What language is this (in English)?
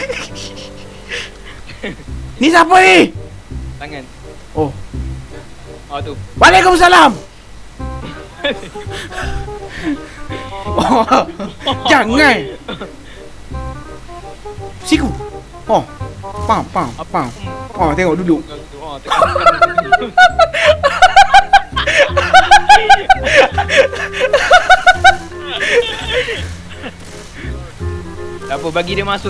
Malay